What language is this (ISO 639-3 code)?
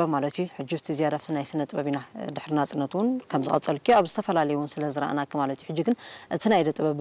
tir